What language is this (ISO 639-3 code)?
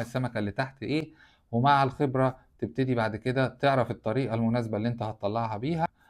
arz